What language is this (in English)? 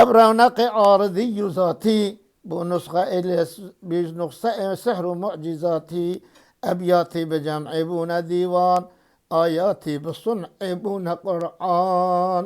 Kurdish